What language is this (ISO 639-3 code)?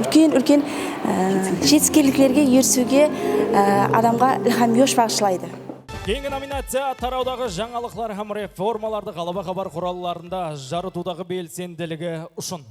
kaa